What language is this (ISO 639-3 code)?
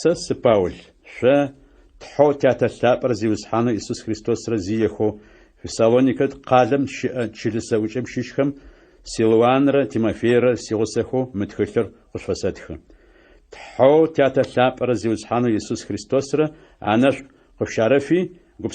ady